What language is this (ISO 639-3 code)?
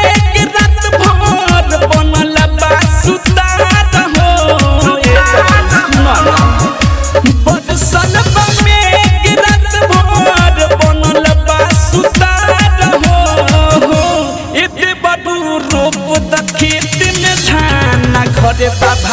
bho